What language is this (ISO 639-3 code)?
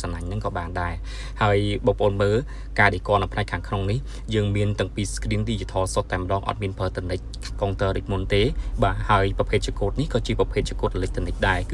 khm